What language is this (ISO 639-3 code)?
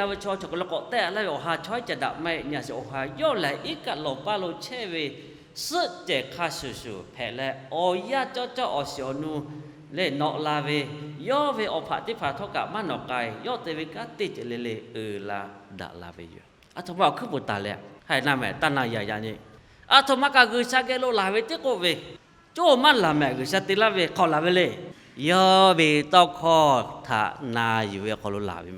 lhu